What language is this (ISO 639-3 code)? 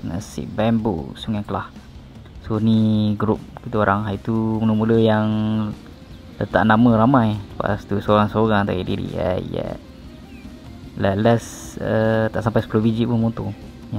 msa